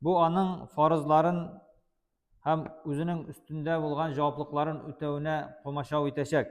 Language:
Tatar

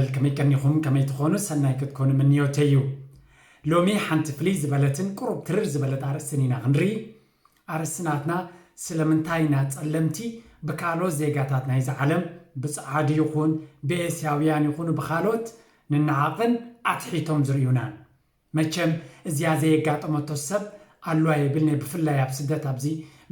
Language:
Tigrinya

